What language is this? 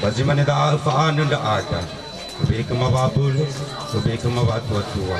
Nias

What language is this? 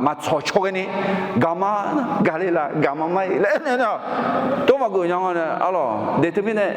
Akha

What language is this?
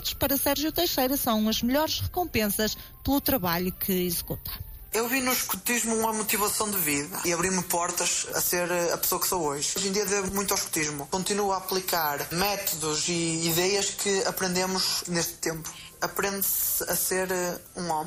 Portuguese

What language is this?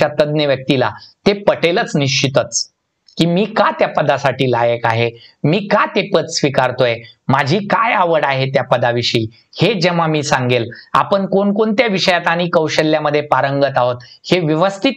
Marathi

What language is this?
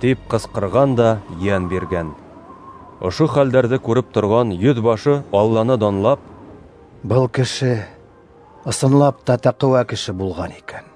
Bashkir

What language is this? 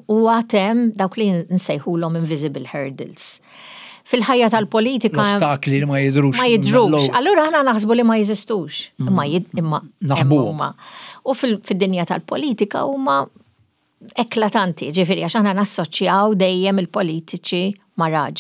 Maltese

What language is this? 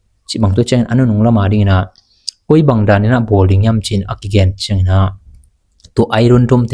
Tedim Chin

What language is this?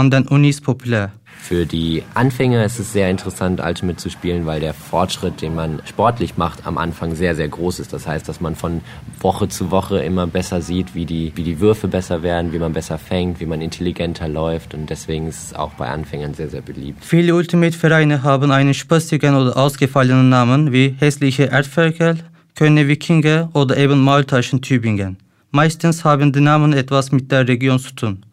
German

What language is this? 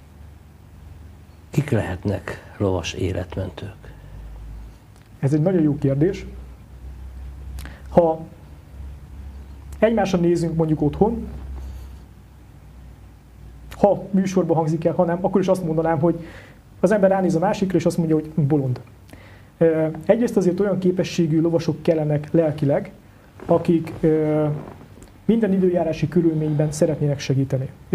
Hungarian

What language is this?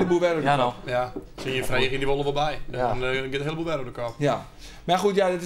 Western Frisian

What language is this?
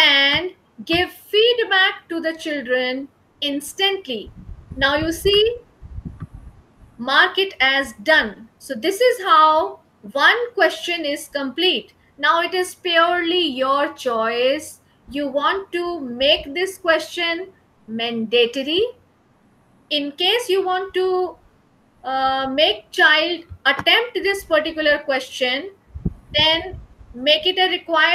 English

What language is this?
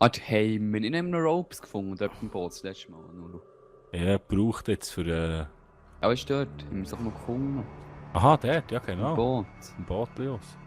Swiss German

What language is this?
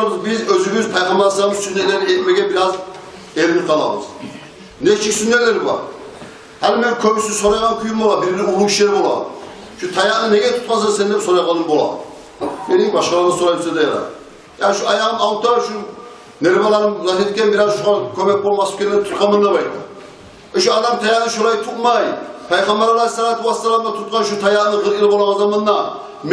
Kumyk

